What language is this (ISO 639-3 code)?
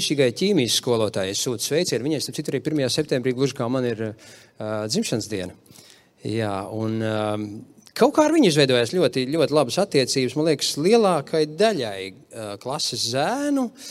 lav